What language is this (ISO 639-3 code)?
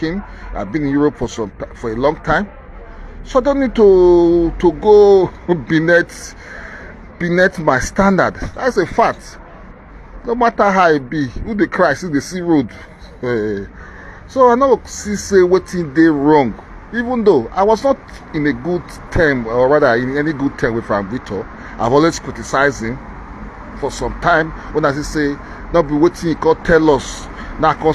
pcm